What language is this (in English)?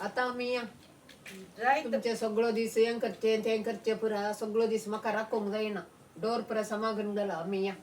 Konkani